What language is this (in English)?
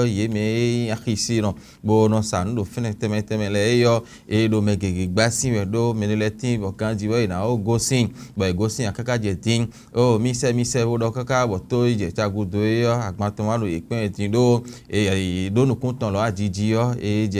Fon